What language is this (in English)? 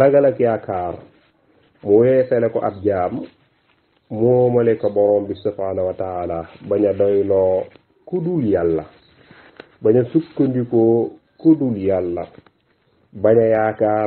Wolof